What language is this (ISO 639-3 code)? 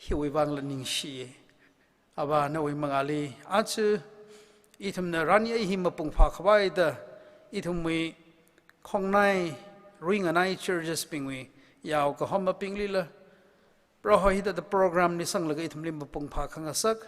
nmf